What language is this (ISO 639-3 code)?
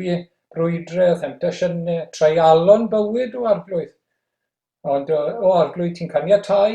cym